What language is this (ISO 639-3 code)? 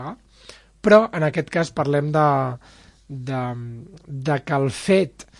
cat